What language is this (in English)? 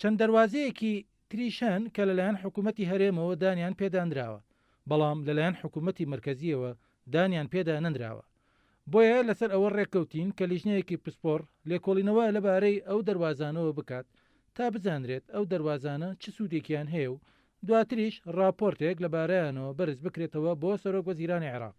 Central Kurdish